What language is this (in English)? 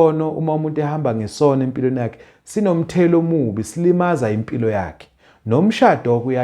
Zulu